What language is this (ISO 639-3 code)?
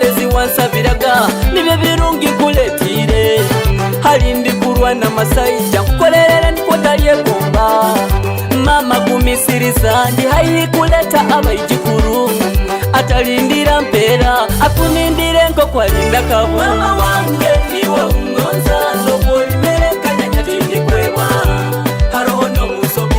nyo